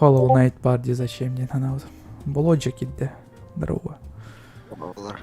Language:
Yakut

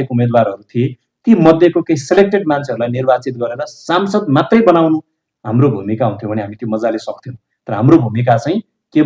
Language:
Nepali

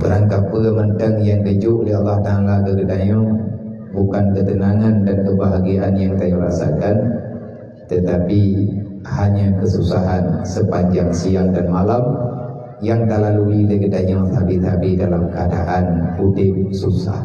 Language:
Achinese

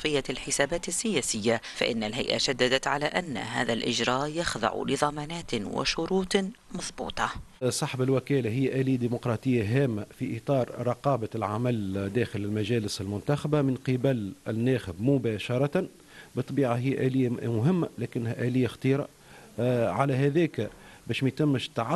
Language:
Tunisian Arabic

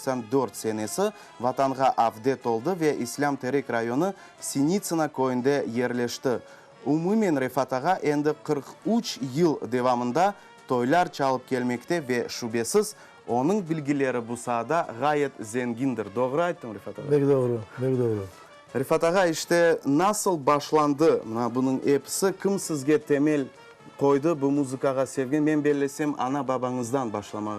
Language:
Crimean Tatar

